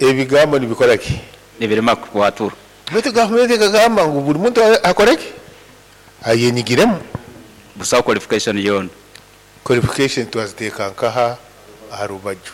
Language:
Nyankole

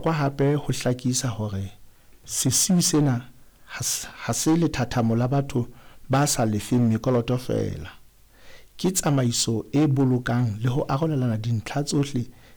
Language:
Southern Sotho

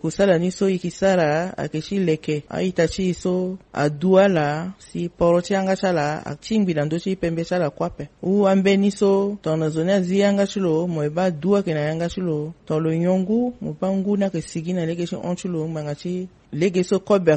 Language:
Sango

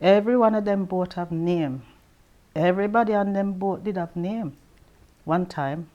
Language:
Jamaican Creole English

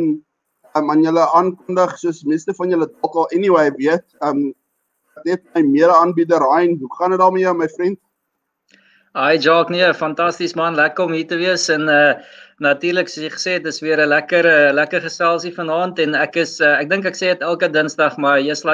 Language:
Afrikaans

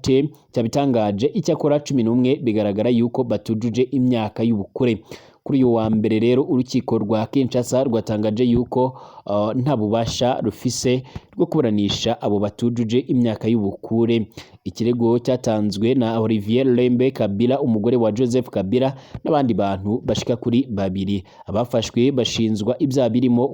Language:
Rundi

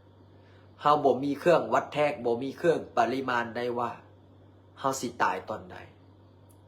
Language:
Lao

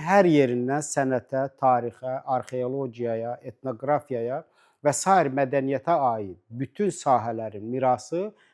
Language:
Azerbaijani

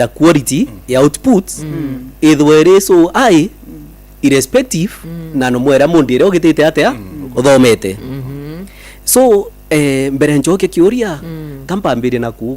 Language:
Meru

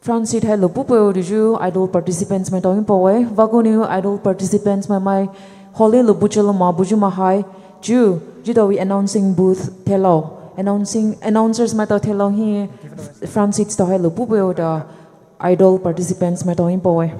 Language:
Poumei Naga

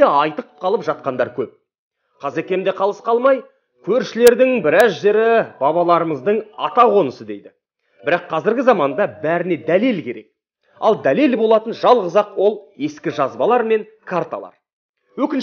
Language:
Kazakh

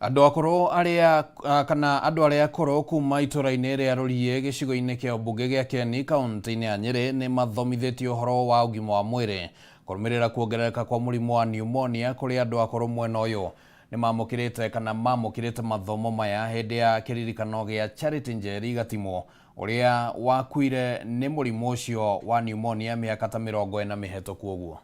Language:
Kikuyu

